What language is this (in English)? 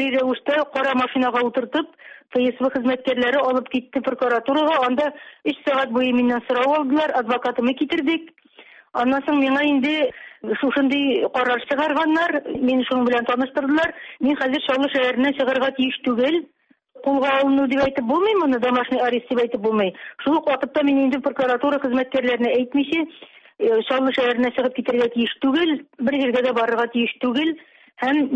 Tatar